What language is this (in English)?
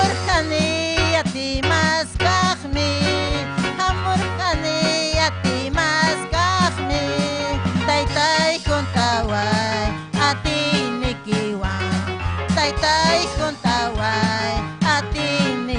Ayacucho Quechua